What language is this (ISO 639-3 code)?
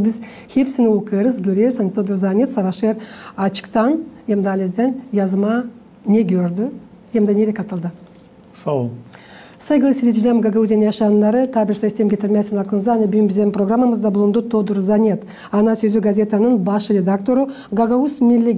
gag